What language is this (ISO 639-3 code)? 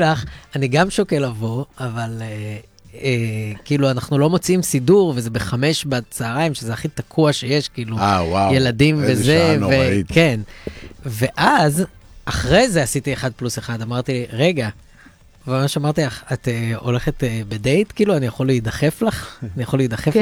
heb